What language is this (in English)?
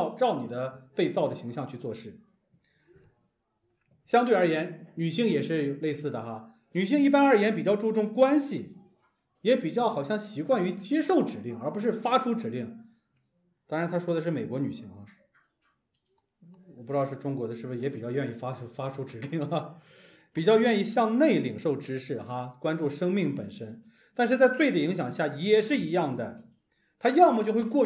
Chinese